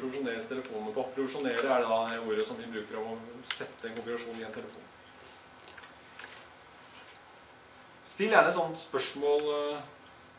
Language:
Norwegian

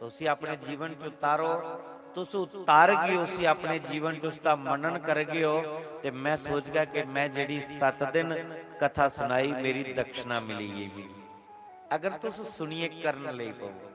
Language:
Dogri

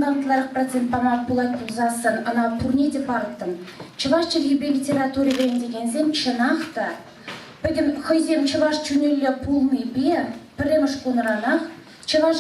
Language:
Chuvash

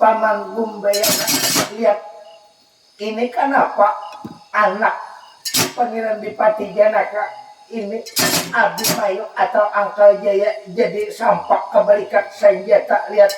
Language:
Banjar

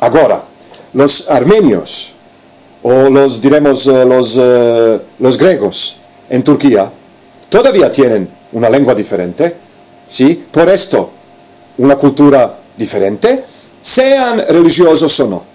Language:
Ladino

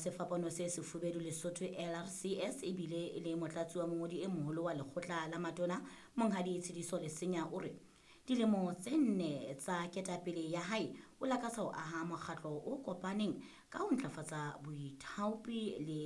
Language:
Southern Sotho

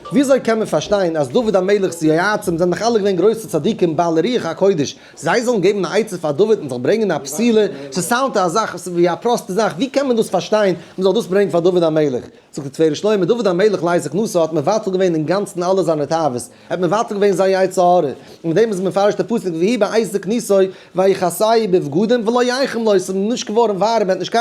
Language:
Yiddish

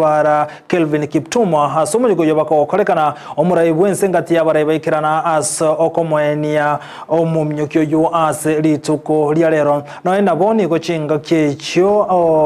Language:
Gusii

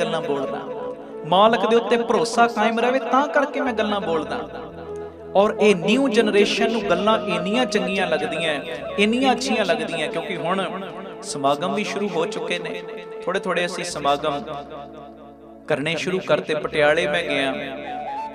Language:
Punjabi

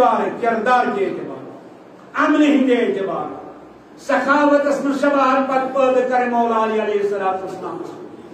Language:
Kashmiri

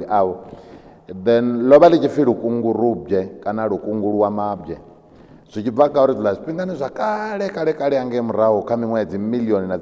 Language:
Venda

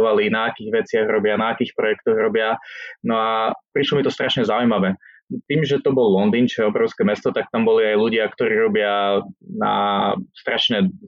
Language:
Slovak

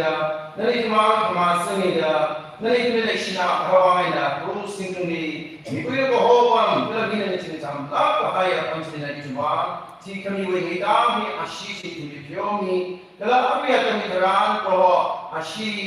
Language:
Tangkhul Naga (India)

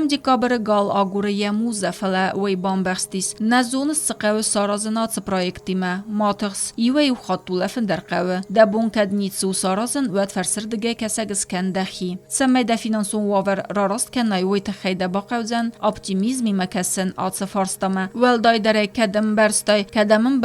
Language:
Ossetic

